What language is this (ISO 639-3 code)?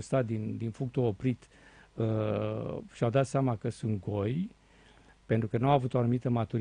ron